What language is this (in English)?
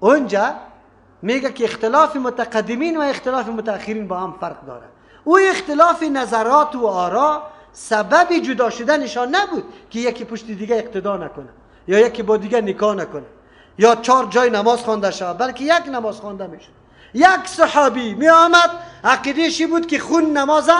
Persian